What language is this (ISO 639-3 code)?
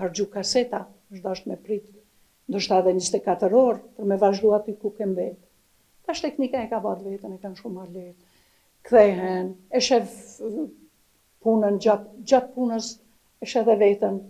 sqi